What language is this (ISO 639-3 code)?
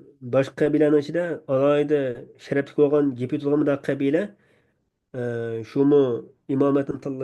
uig